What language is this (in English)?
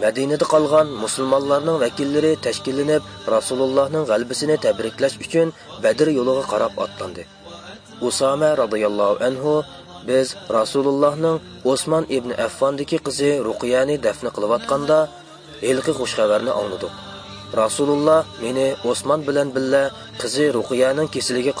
Uyghur